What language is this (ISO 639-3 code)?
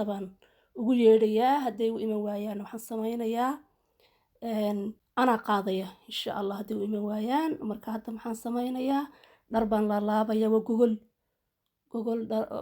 som